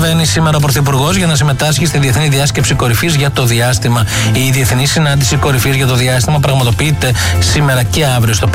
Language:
Greek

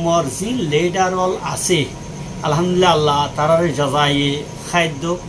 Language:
Rohingya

